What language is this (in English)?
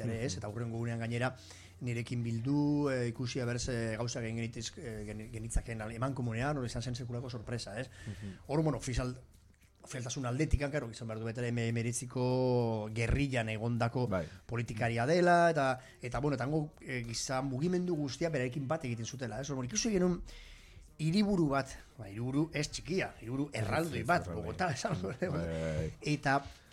Basque